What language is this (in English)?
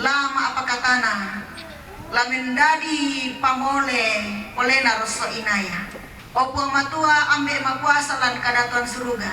Toraja-Sa'dan